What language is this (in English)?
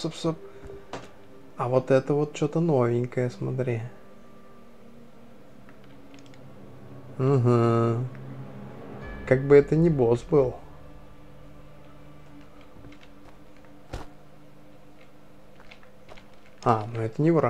Russian